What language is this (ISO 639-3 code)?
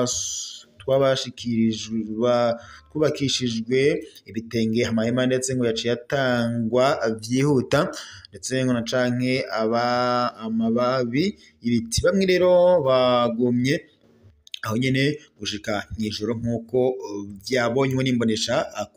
run